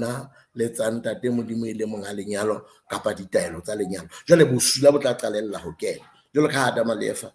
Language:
Southern Sotho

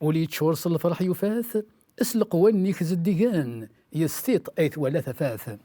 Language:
Kabyle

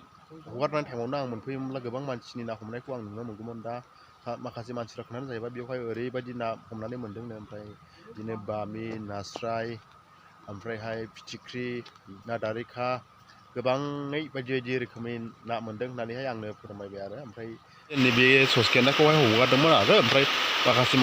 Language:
Bodo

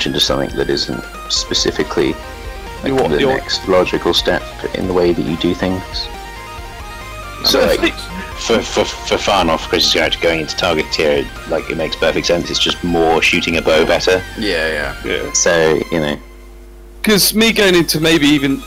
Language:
English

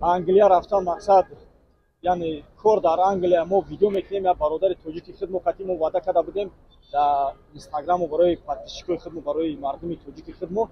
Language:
Tajik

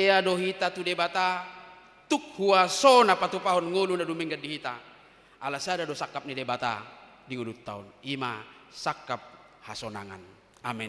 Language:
Batak Toba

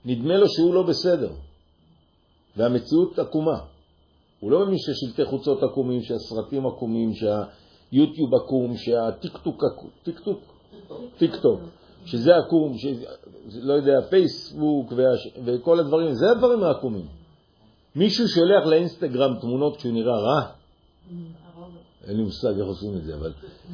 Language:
Hebrew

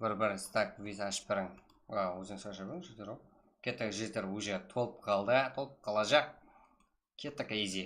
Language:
Kara-Kalpak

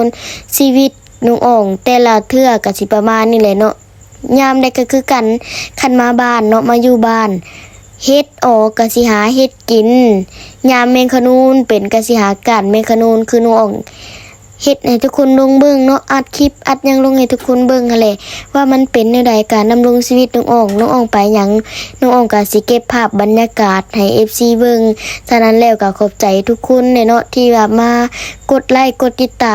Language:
Lao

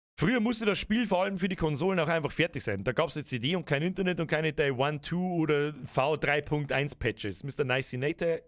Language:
Bavarian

